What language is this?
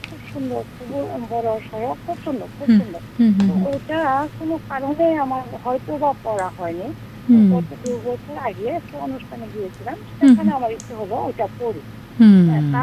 Bangla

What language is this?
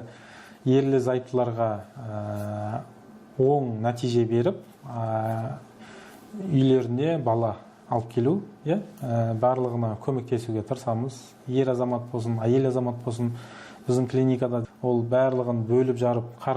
Kazakh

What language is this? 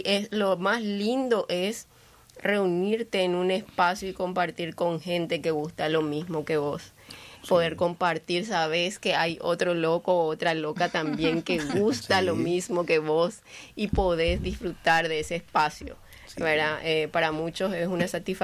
Spanish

